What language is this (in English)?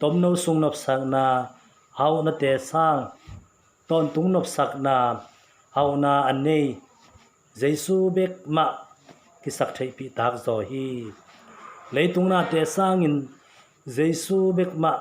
Tedim Chin